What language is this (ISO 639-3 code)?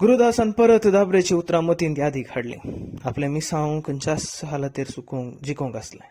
kok